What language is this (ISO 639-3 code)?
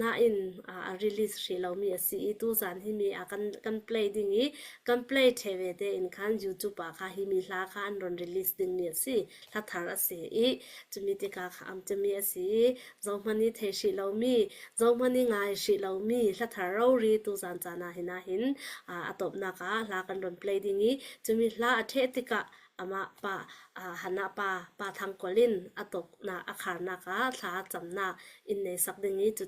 cfm